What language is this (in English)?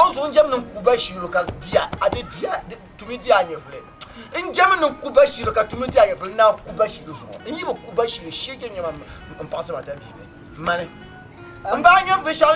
Dagbani